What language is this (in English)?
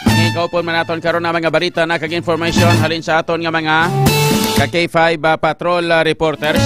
Hiligaynon